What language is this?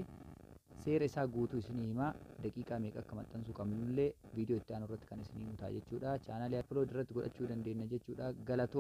Oromo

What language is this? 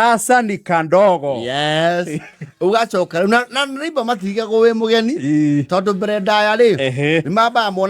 Kikuyu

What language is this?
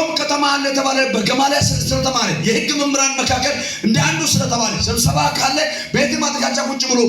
Amharic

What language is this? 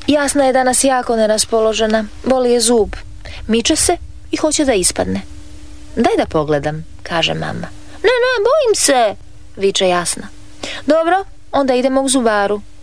Croatian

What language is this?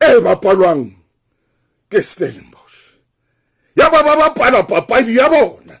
Southern Sotho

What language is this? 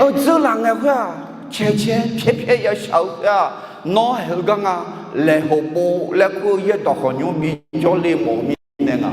Akha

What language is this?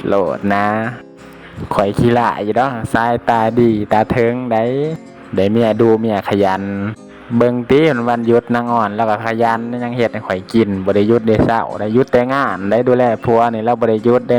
Lao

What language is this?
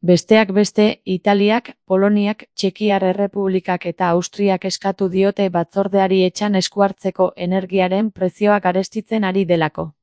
Basque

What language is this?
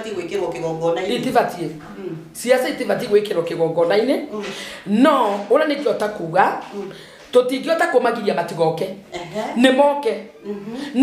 Kikuyu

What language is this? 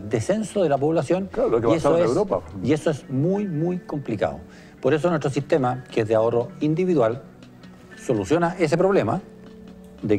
Spanish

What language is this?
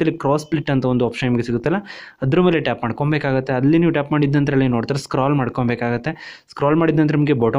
Kannada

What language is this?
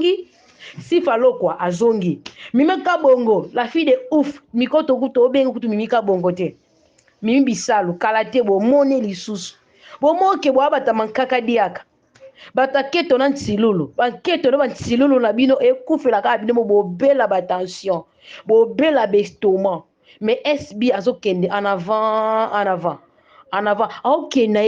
Lingala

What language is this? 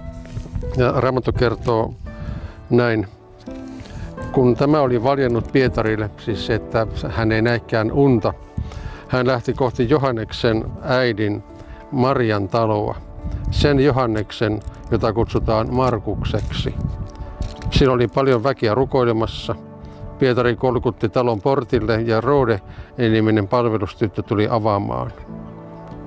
Finnish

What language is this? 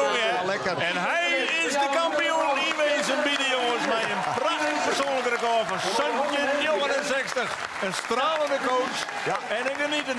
Western Frisian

